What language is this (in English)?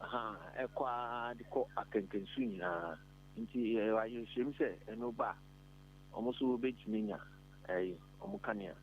Akan